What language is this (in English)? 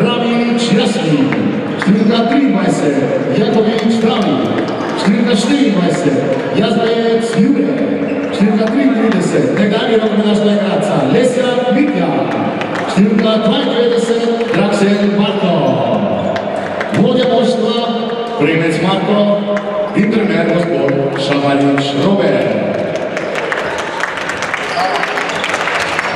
Slovenian